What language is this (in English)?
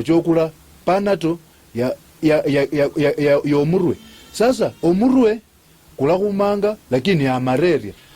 Luyia